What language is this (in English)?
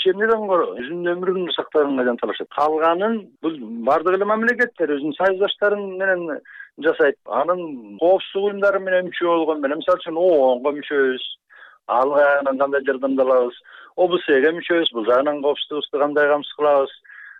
Kyrgyz